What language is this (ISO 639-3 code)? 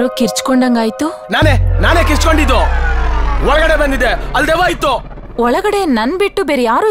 kan